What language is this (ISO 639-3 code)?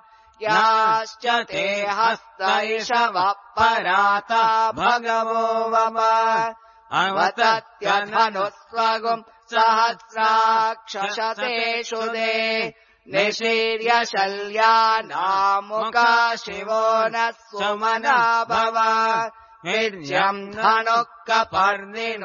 san